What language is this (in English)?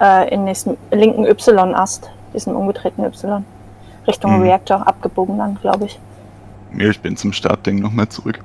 Swiss German